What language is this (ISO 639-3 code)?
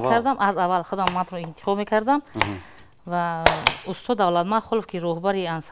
tgk